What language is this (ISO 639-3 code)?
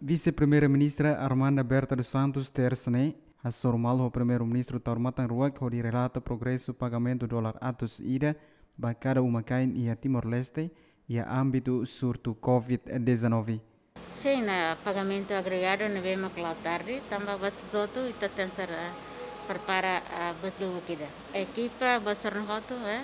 tet